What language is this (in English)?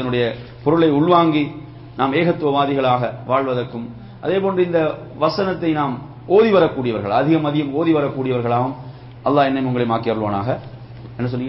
Tamil